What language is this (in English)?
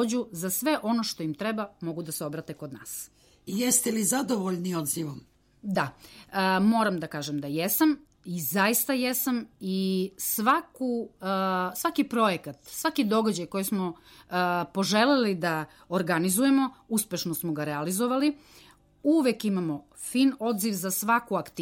Serbian